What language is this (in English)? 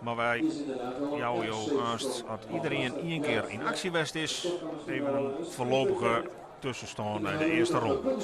Western Frisian